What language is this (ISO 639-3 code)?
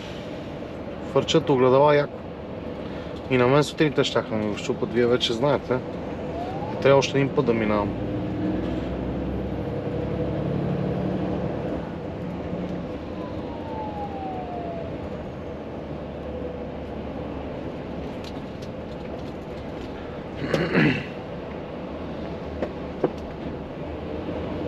bul